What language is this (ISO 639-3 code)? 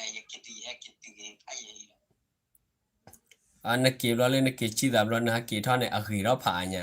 ksw